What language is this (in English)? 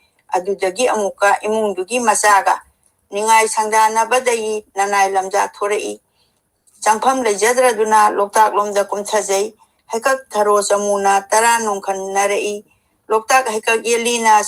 Manipuri